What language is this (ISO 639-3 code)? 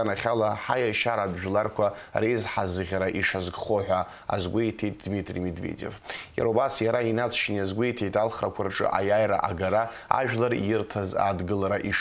abk